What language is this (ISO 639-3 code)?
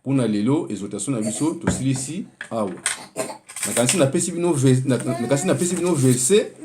lin